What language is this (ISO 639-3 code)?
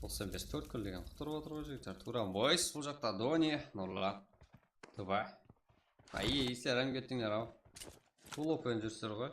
kaa